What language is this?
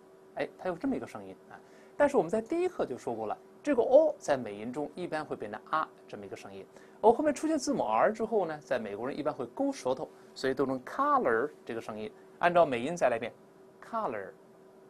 Chinese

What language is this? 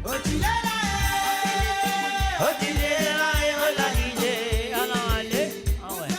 Morisyen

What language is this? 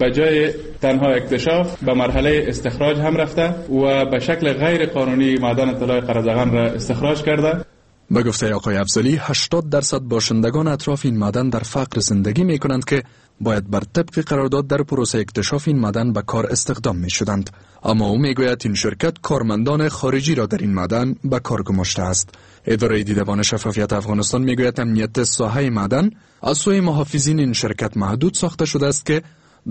Persian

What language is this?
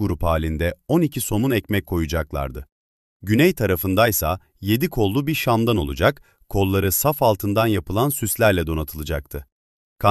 Turkish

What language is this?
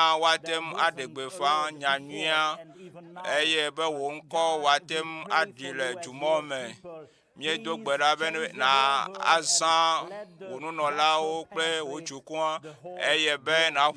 Ewe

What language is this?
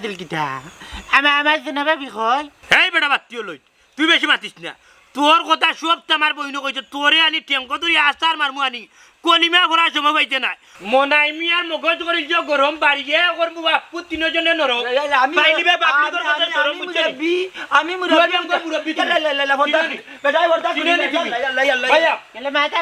Sylheti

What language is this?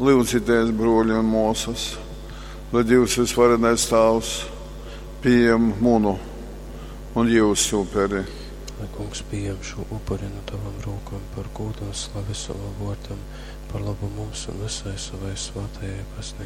Latgalian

